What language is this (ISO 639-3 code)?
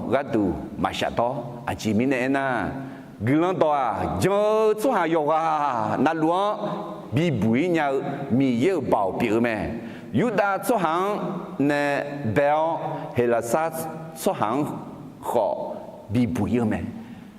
ahk